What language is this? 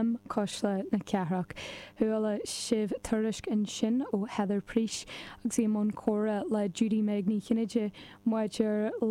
Irish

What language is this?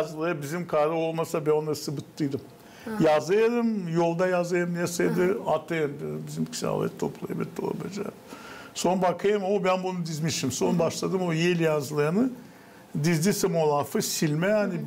Gagauz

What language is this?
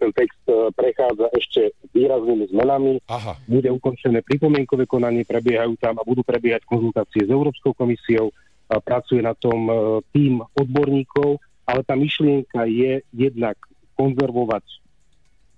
Slovak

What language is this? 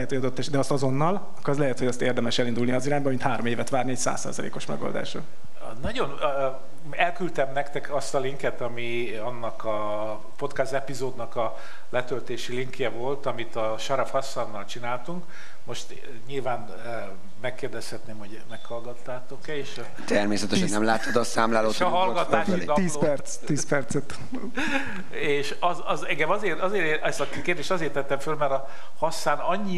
Hungarian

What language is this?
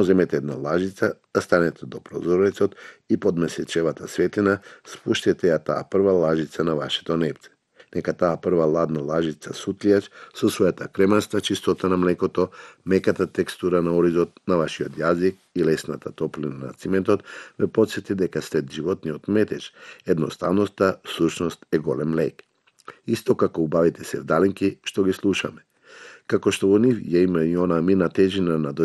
Macedonian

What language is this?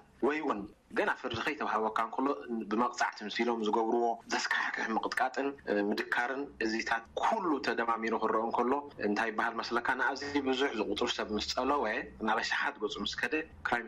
Tigrinya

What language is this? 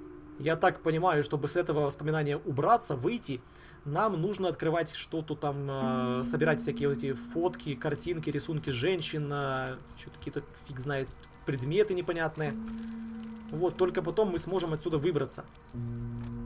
Russian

